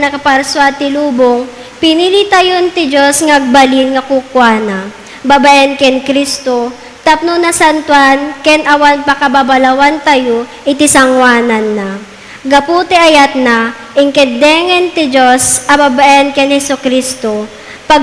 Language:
Iloko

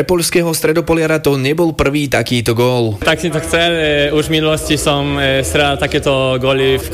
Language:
Slovak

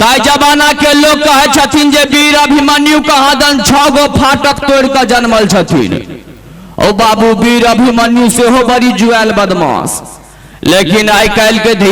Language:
Maithili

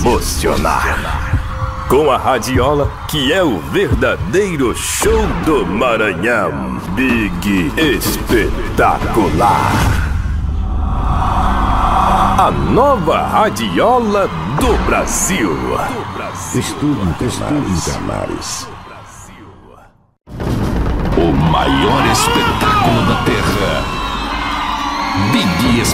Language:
Portuguese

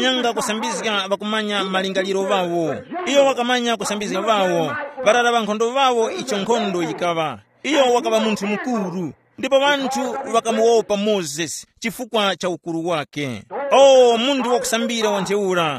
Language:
Tumbuka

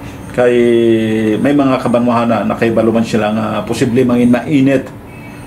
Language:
Hiligaynon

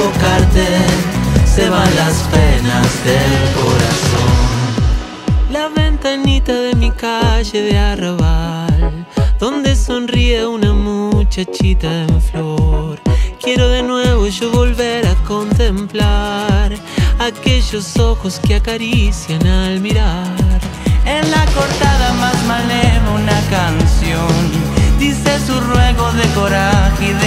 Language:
Spanish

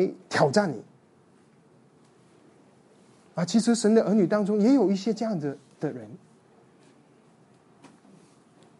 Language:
Chinese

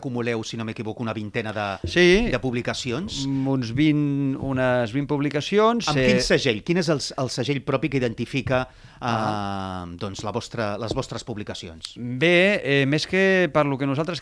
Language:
Catalan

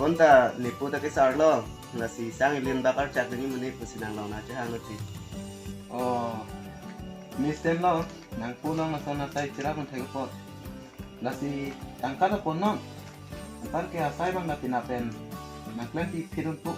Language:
Karbi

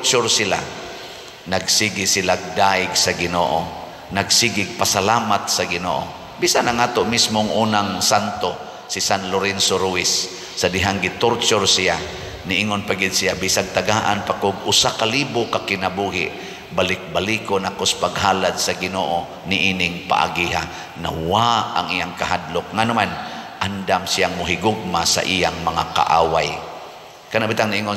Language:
Cebuano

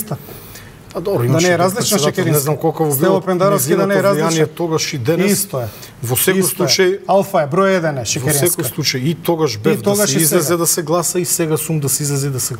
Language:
Macedonian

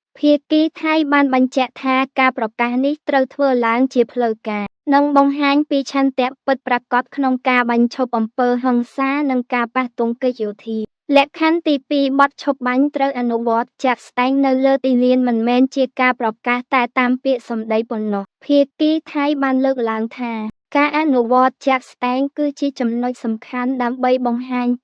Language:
Khmer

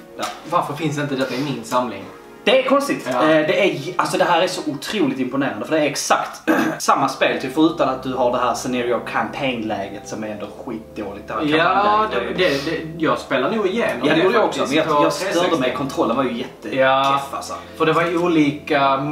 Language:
Swedish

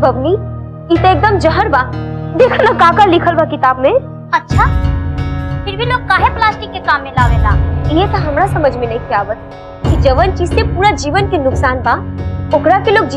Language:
Bhojpuri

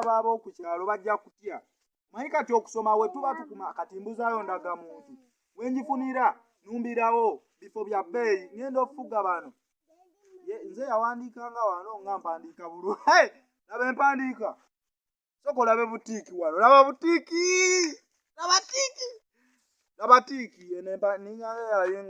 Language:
Ganda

